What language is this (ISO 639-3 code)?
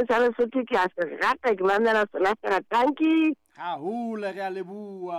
sot